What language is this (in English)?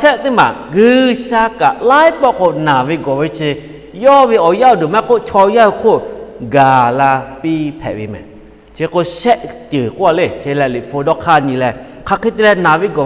Lahu